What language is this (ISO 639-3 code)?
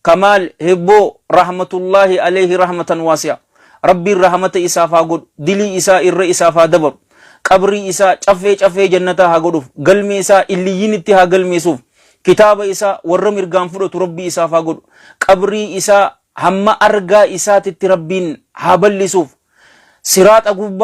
orm